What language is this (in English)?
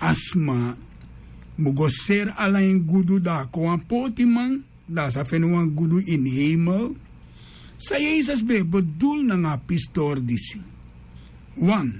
Sranan Tongo